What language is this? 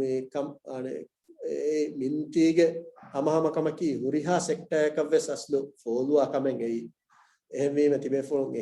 Divehi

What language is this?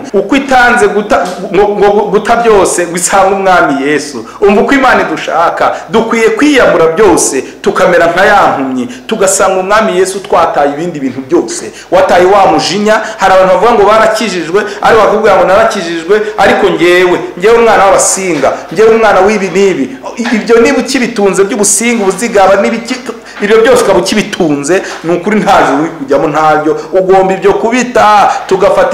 Kinyarwanda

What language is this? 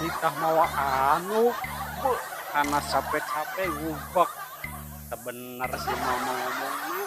Sundanese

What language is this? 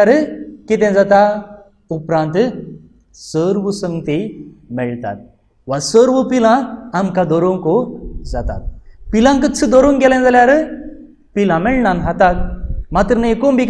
Konkani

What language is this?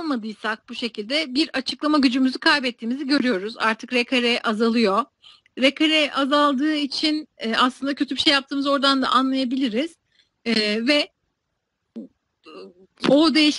Turkish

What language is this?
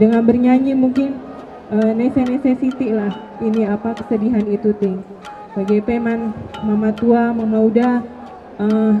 Batak Karo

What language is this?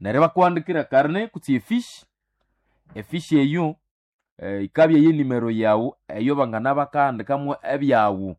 Nande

